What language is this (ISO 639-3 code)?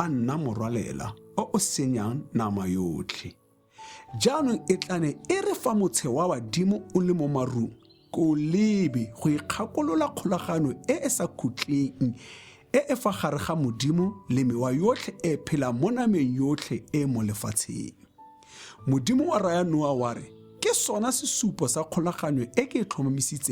tsn